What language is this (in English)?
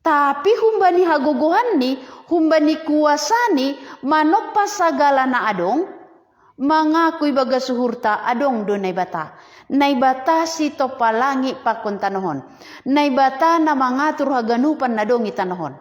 Batak Simalungun